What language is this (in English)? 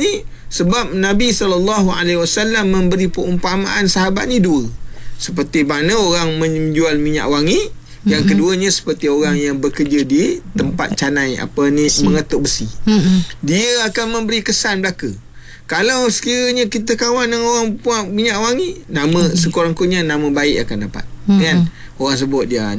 Malay